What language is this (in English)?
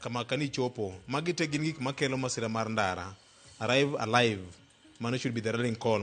Luo (Kenya and Tanzania)